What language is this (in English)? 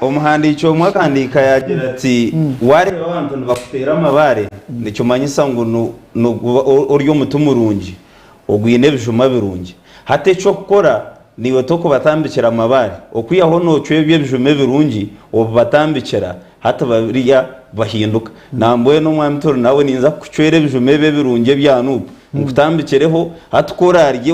Nyankole